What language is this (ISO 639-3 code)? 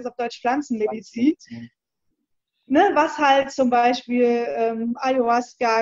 deu